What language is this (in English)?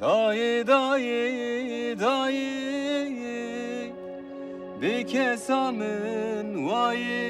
Kurdish